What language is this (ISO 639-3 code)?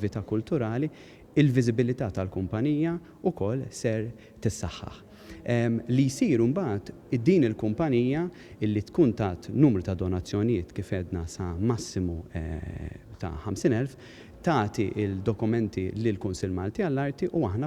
mlt